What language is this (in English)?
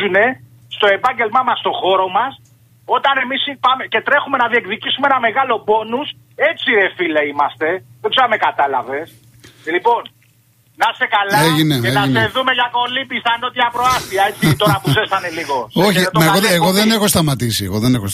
Greek